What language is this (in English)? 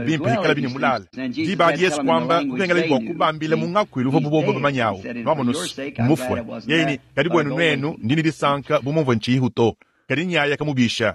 Luba-Lulua